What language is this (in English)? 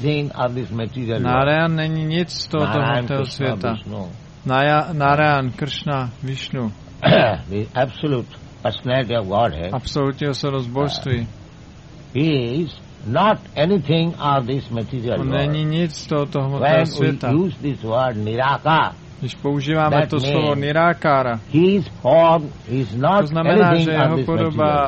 Czech